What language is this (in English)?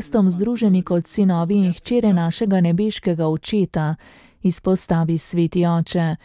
Slovenian